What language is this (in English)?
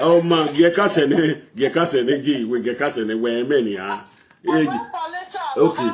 Nigerian Pidgin